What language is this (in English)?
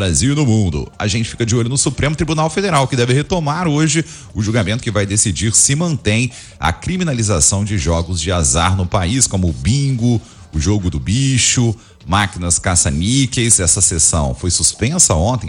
Portuguese